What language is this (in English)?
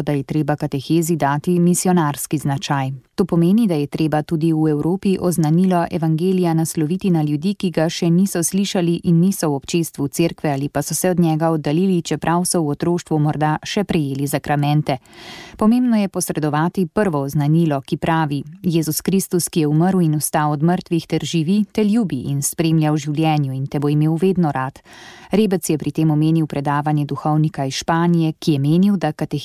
Slovenian